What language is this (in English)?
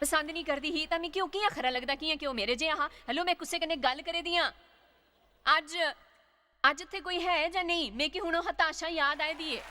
Dogri